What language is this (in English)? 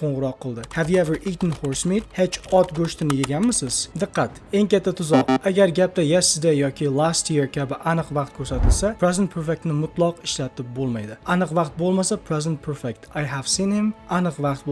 Uzbek